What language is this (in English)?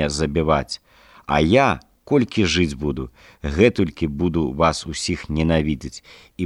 Belarusian